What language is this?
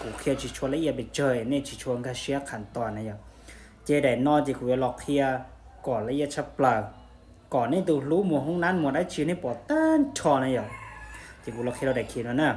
Hmong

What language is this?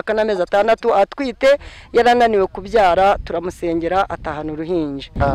Kinyarwanda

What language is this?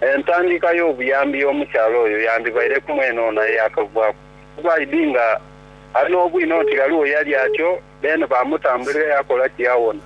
Soga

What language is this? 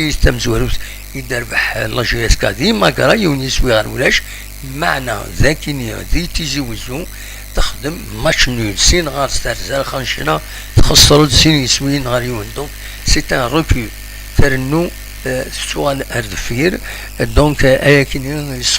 Kabyle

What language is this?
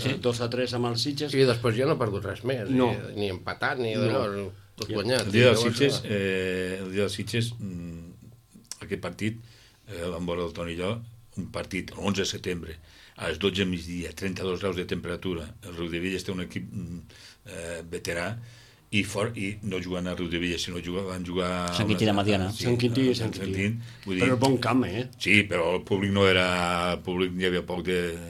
Catalan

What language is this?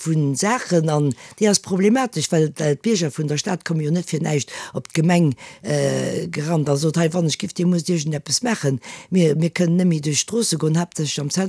Luxembourgish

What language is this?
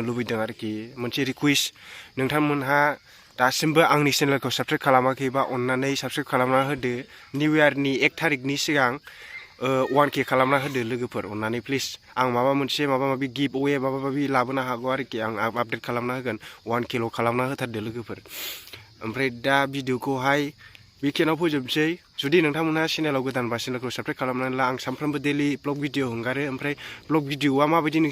Bodo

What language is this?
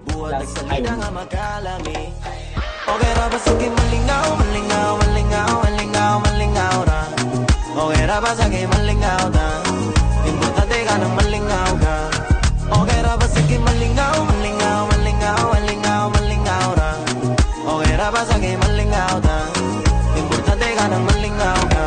Cebuano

